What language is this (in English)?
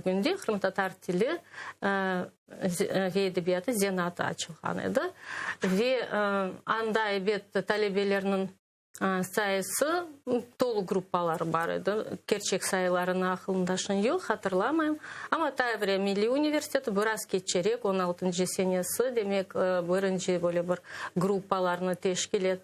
Crimean Tatar